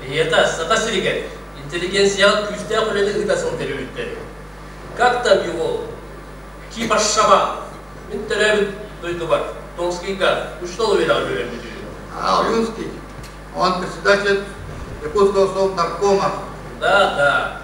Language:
Yakut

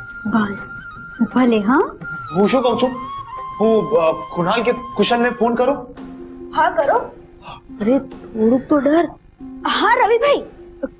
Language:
Gujarati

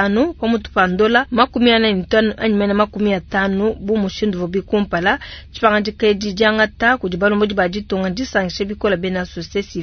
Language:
Luba-Lulua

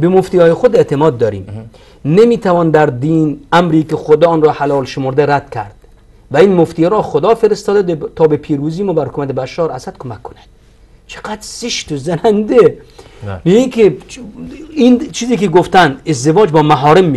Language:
Persian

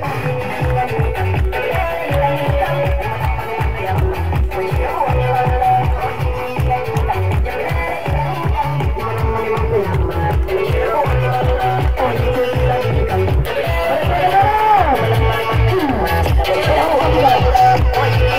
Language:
Fula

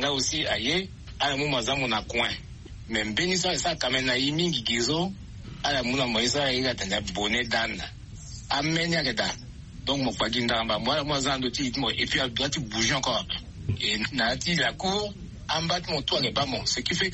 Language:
Sango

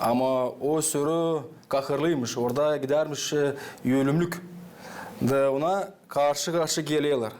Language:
Gagauz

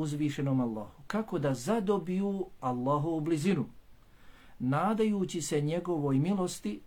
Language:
Bosnian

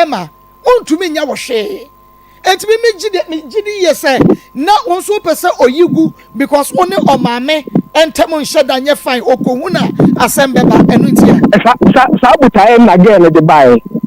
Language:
Akan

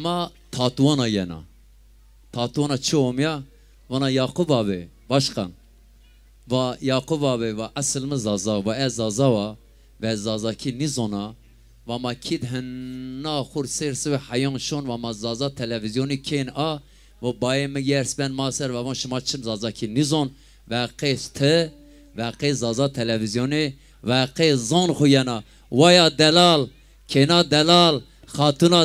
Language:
Zaza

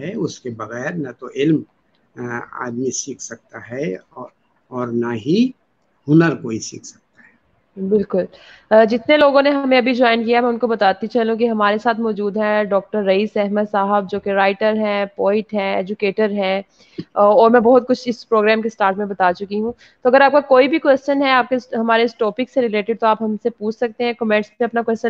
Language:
Urdu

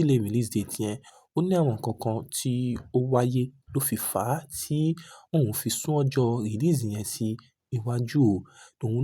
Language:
Yoruba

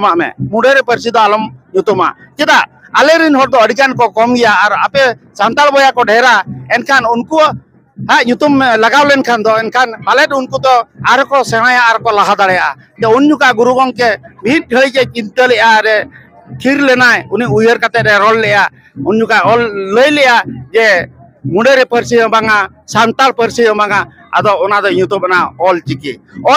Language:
Santali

